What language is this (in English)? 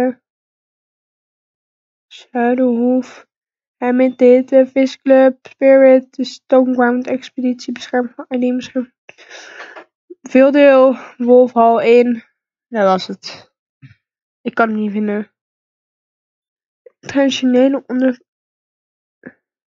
Dutch